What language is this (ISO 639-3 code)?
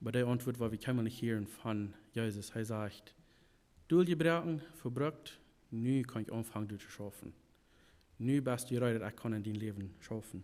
pdt